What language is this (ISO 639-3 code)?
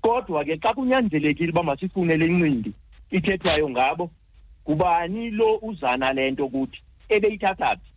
xho